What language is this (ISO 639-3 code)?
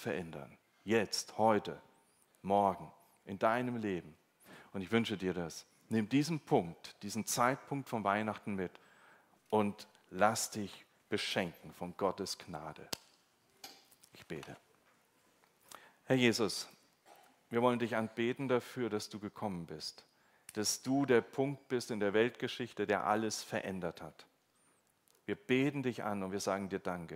deu